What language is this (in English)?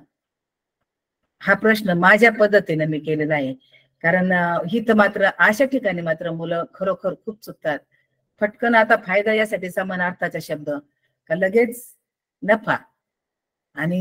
Marathi